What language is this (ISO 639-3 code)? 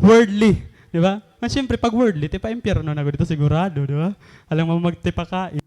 war